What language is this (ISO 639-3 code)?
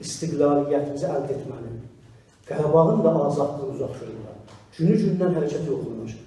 azb